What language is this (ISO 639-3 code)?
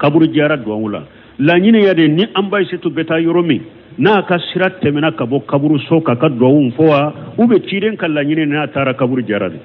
bam